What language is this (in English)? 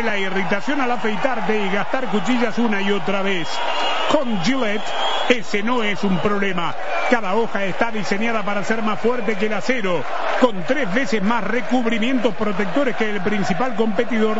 Spanish